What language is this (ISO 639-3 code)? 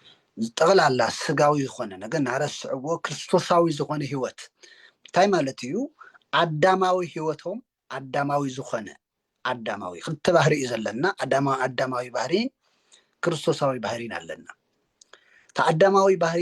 tir